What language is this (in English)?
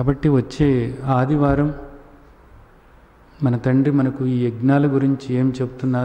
Telugu